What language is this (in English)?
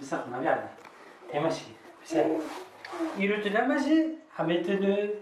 Kurdish